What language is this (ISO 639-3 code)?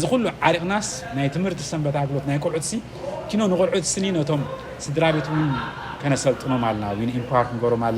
tir